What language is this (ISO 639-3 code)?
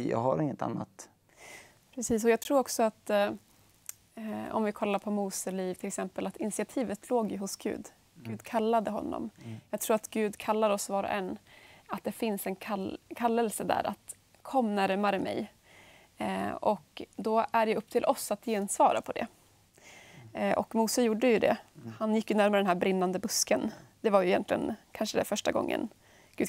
swe